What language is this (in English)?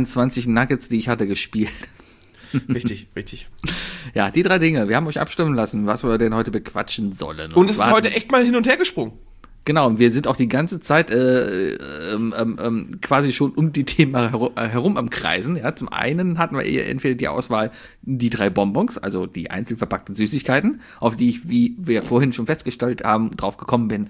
German